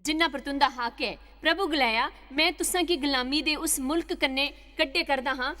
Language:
Dogri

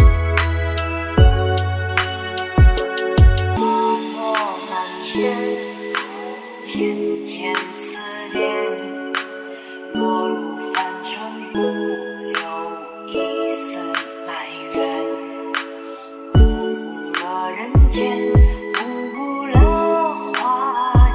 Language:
Chinese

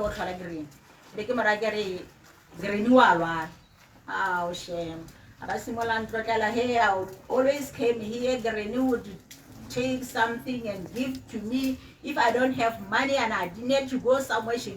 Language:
Tswana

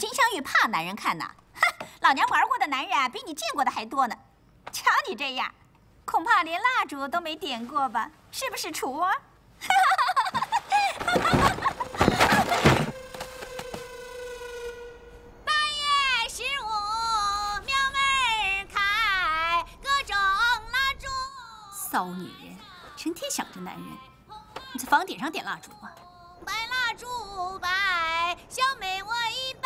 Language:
Chinese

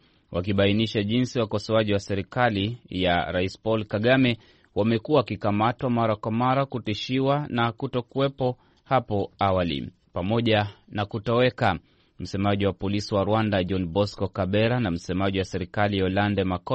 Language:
Swahili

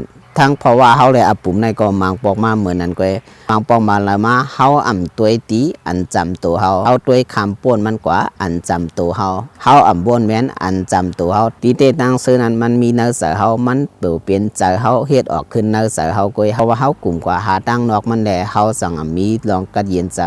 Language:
Shan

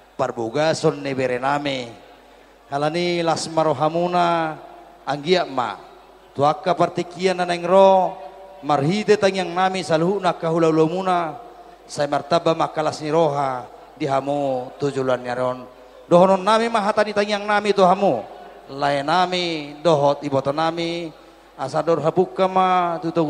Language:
Batak Toba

